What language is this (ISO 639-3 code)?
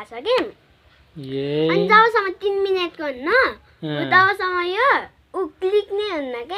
nep